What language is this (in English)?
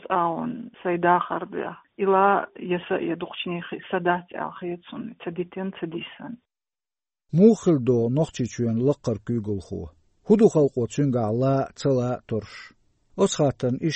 Chechen